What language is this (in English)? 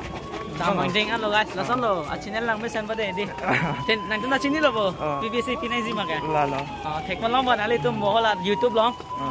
Karbi